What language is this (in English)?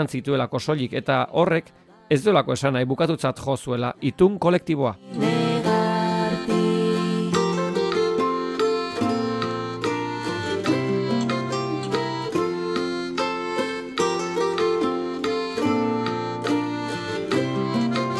Basque